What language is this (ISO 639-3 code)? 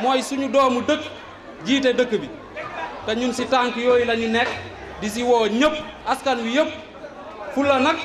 wol